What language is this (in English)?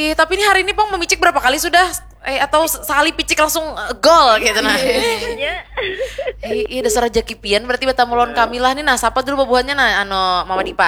Banjar